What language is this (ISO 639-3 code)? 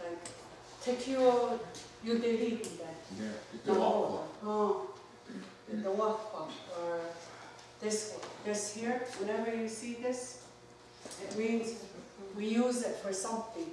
moh